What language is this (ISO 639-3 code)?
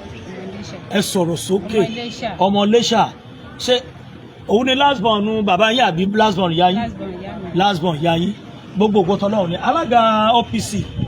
yor